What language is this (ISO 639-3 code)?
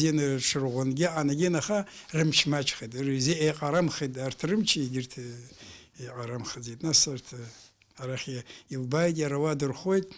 abk